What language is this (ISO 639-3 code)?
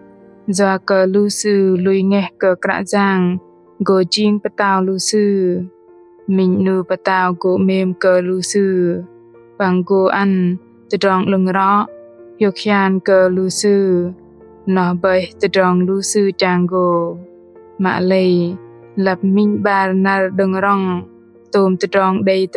bdq